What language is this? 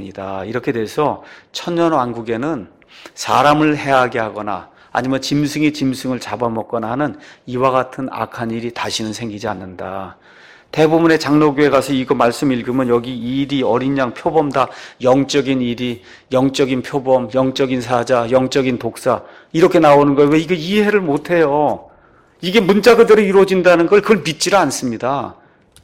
Korean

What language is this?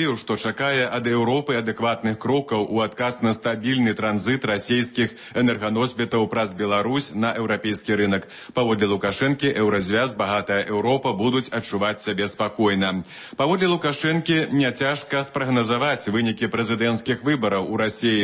Belarusian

